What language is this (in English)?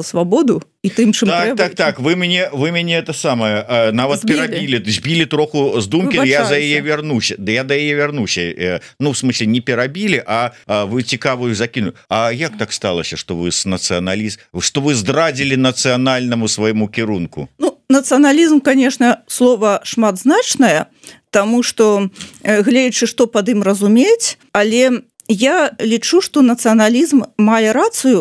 Belarusian